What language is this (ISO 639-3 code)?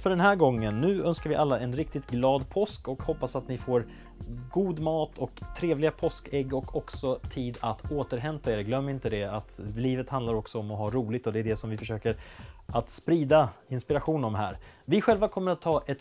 swe